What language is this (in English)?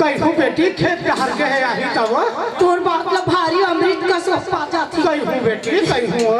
Chhattisgarhi